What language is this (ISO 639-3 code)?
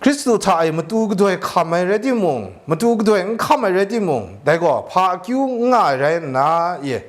kac